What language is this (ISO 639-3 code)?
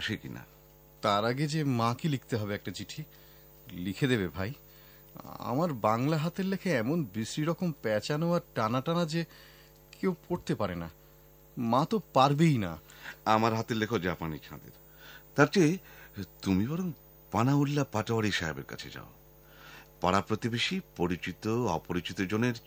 ben